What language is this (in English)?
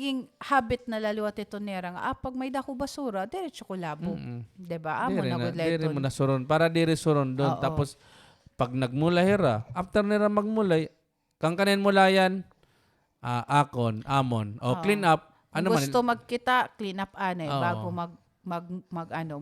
Waray